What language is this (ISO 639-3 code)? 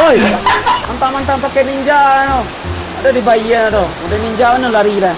min